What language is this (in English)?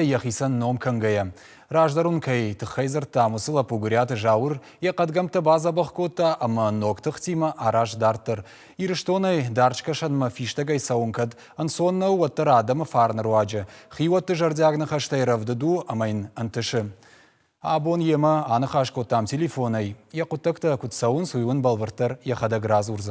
Ossetic